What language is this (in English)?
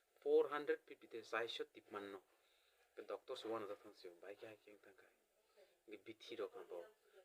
Kok Borok